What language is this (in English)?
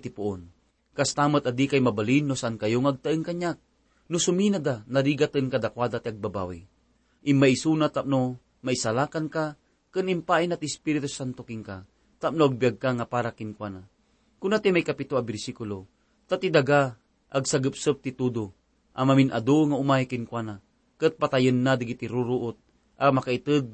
Iloko